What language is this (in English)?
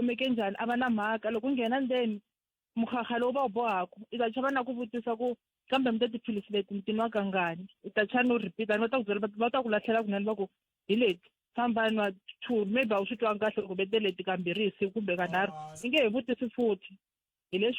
Tsonga